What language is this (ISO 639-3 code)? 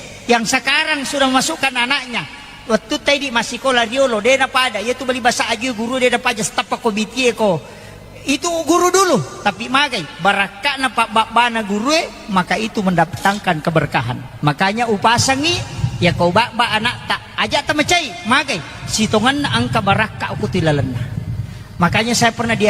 bug